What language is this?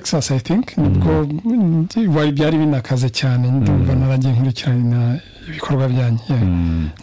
Kinyarwanda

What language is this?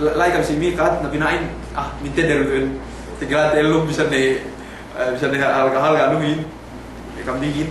Yakan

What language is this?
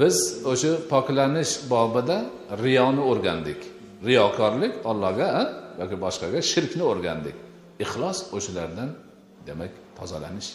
Uzbek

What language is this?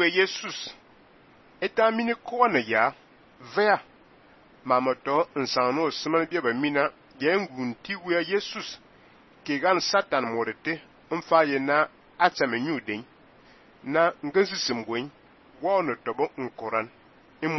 Fang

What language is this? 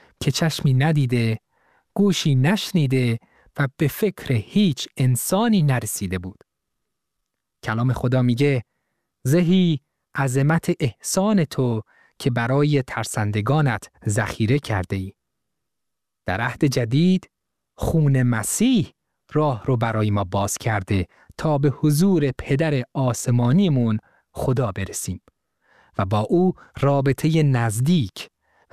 Persian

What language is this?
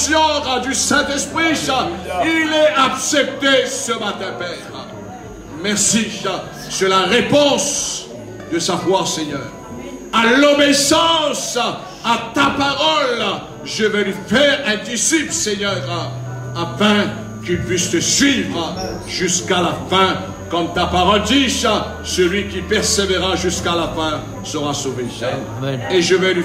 French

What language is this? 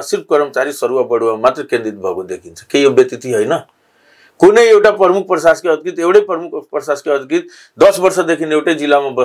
Nepali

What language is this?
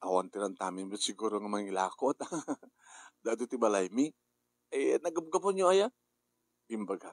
Iloko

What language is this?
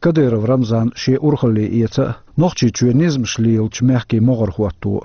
Chechen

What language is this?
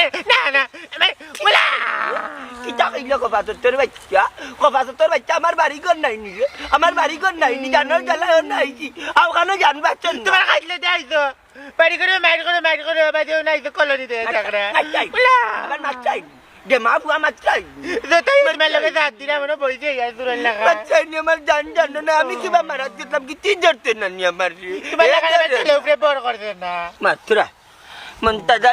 Sylheti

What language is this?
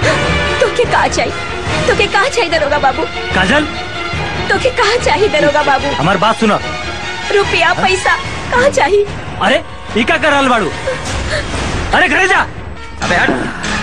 Bhojpuri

